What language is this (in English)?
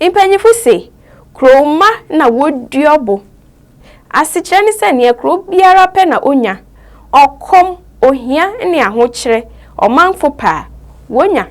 Akan